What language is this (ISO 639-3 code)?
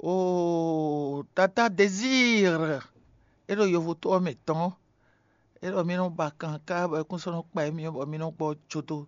fon